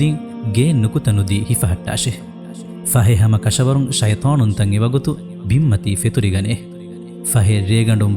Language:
Divehi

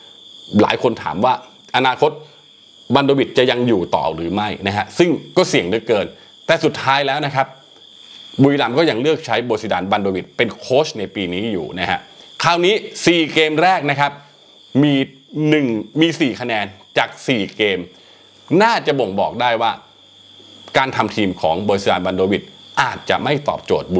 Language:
Thai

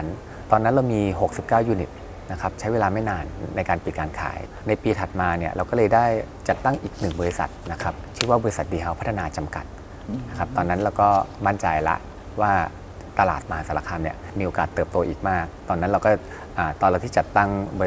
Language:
Thai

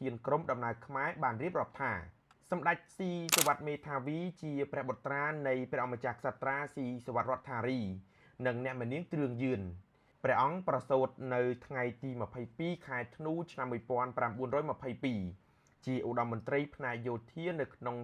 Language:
Khmer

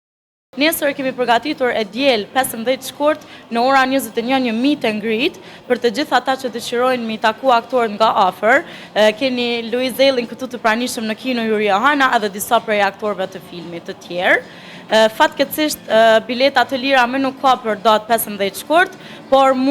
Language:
Albanian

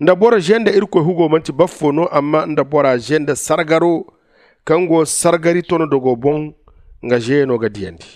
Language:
Zarma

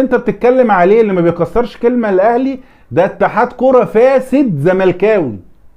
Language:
Egyptian Arabic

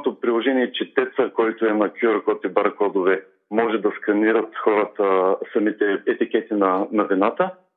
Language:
Bulgarian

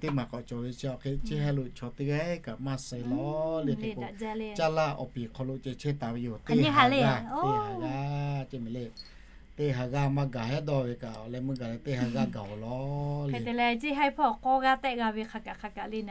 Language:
Lahu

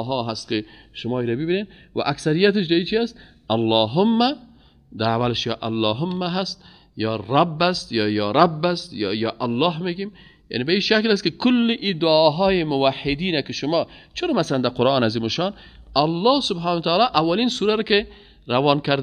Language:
Persian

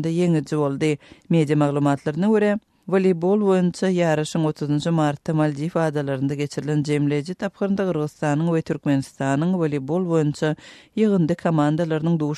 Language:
Turkmen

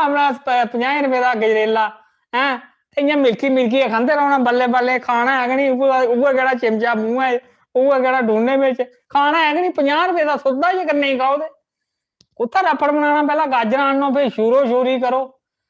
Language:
Dogri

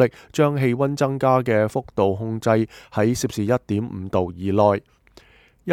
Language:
Cantonese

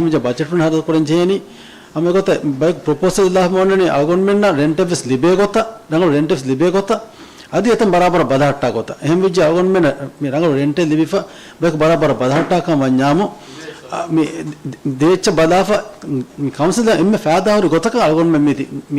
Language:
Divehi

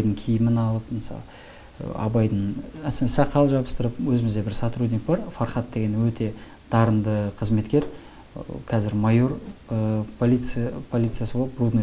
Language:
Kazakh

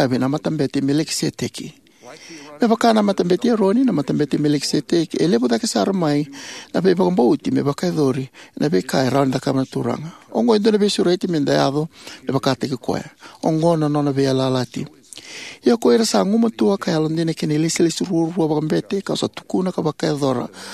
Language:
Fijian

